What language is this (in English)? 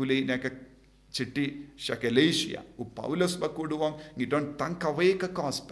Khasi